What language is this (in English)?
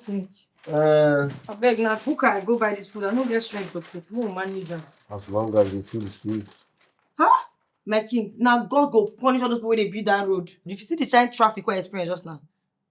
Nigerian Pidgin